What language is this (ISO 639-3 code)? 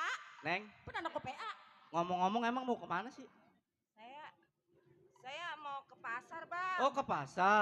bew